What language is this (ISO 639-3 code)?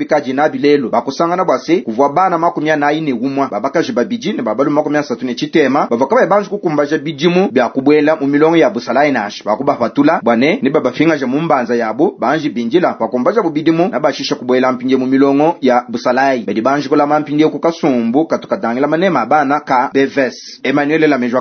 lua